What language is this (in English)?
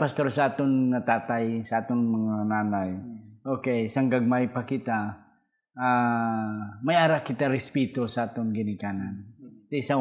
Hiligaynon